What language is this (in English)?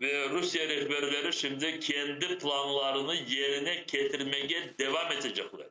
Crimean Tatar